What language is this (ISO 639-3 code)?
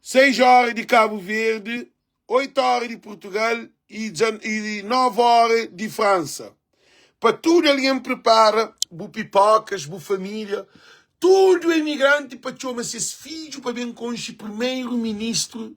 kea